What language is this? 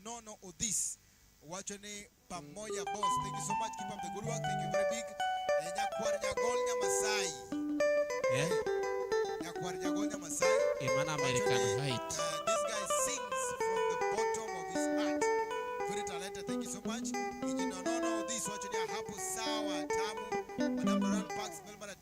Luo (Kenya and Tanzania)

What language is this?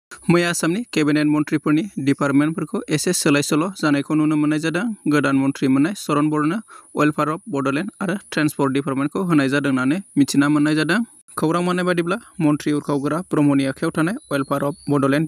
Bodo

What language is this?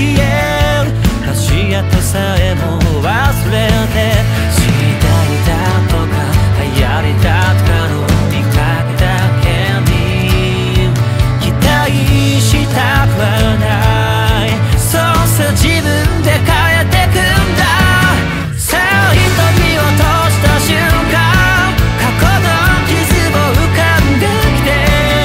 Japanese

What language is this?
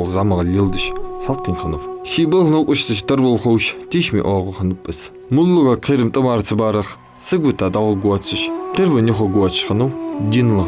Ingush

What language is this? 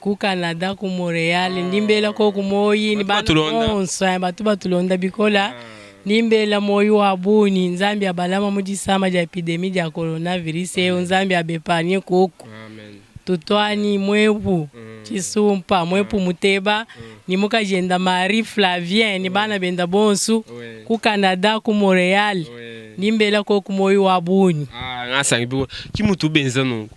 Luba-Lulua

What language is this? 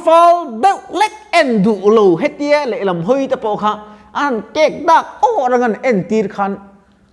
Mizo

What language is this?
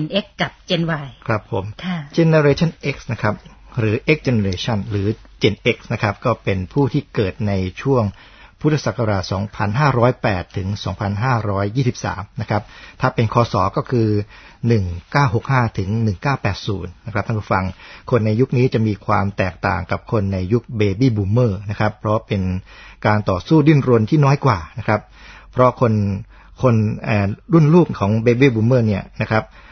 Thai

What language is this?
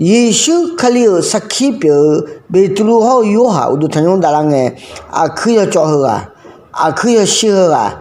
Akha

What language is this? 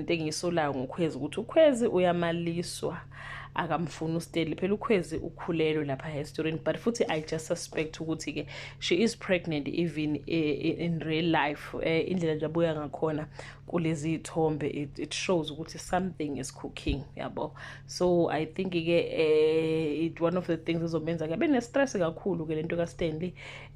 Zulu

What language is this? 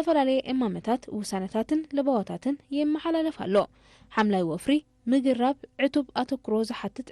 Tigrinya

